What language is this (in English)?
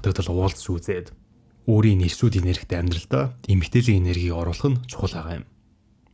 Mongolian